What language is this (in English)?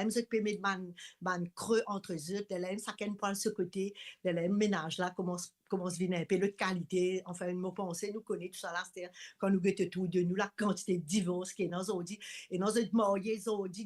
Morisyen